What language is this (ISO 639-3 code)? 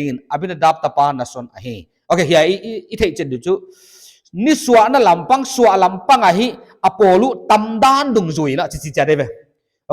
pck